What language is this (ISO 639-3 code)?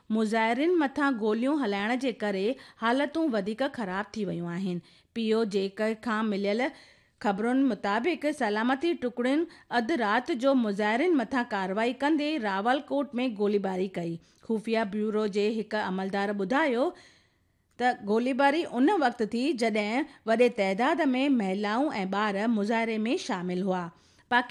snd